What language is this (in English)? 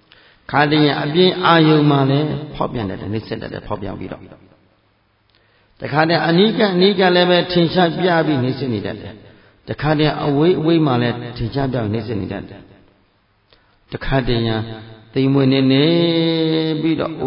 Burmese